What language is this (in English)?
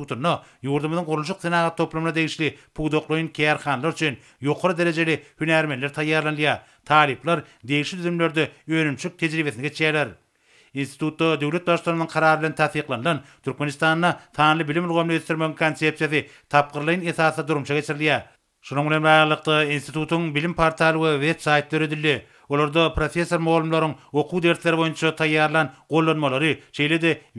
Turkmen